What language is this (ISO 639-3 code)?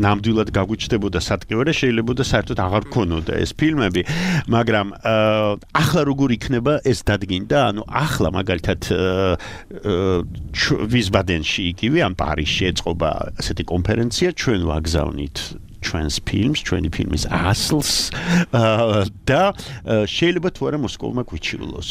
kat